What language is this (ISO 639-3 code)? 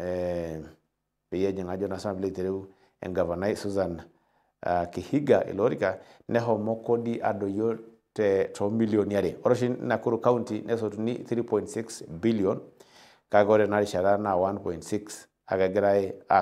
mas